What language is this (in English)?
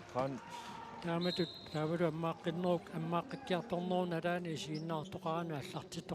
Kalaallisut